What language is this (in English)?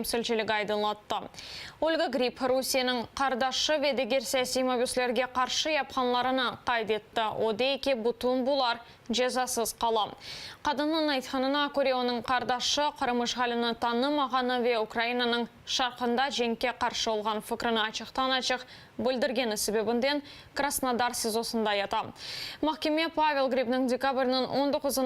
Crimean Tatar